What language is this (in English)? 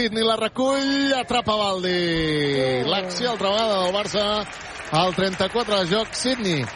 Catalan